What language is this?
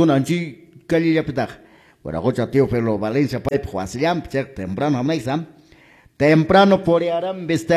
Quechua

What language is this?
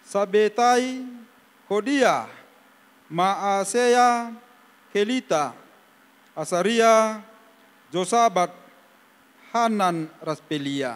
Batak Karo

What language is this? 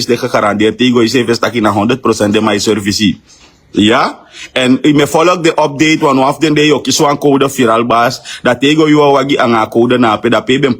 Sranan Tongo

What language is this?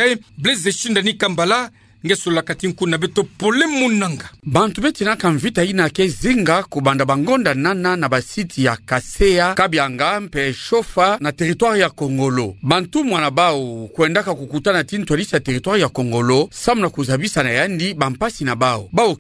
Kituba (Democratic Republic of Congo)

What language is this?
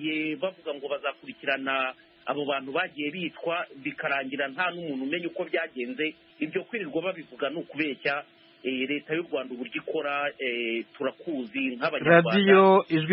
Kinyarwanda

